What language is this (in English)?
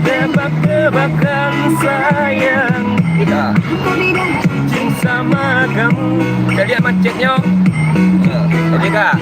Minangkabau